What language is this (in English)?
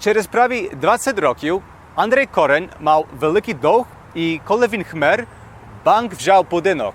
Rusyn